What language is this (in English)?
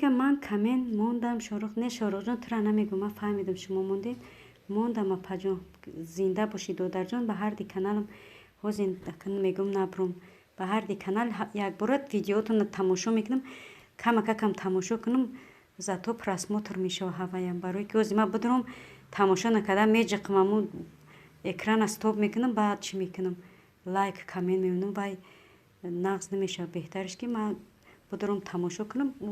Tajik